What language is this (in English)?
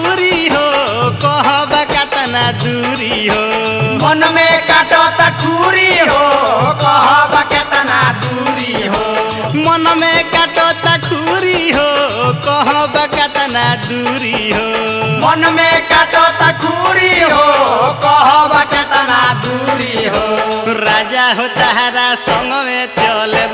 Bhojpuri